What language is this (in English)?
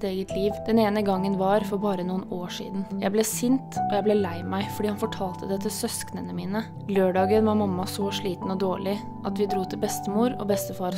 Norwegian